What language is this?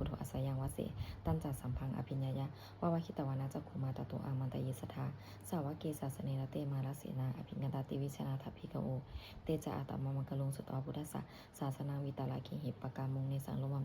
Pali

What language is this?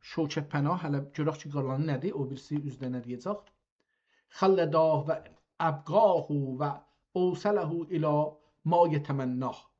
South Azerbaijani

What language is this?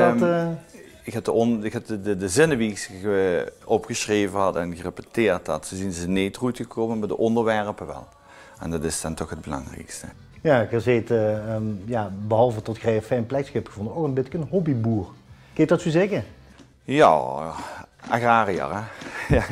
Limburgish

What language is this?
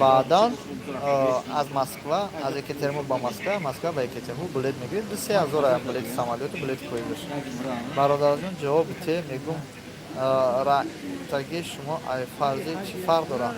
Tajik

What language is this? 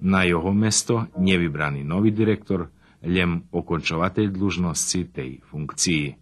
Rusyn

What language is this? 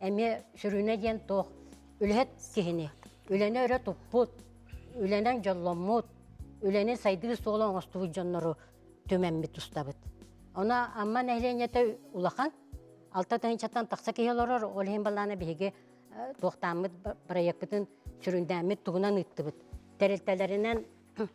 Yakut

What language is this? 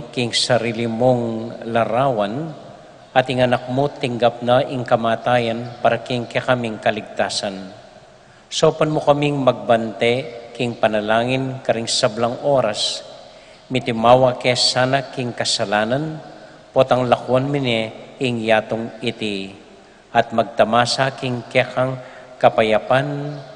Pampanga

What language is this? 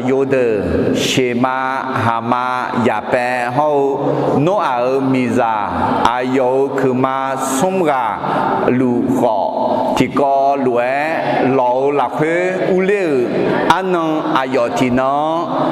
Akha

